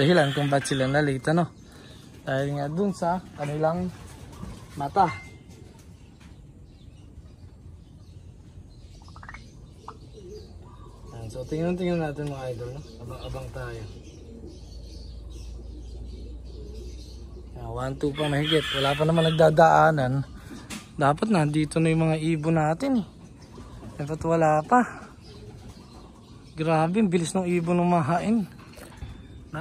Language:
Filipino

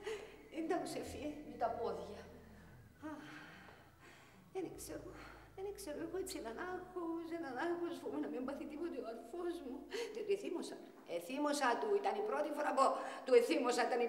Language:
Greek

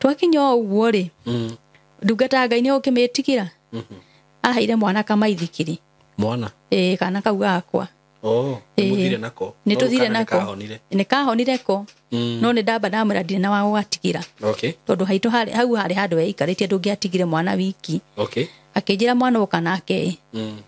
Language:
Kikuyu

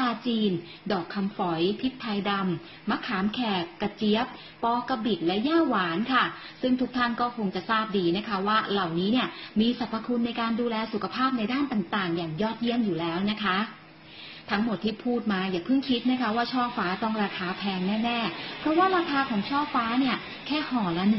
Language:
Thai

